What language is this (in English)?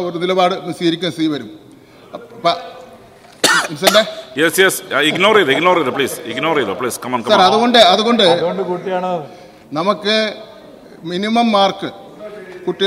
Malayalam